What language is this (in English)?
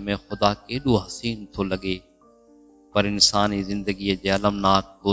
Sindhi